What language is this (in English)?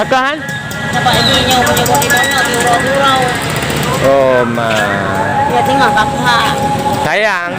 Achinese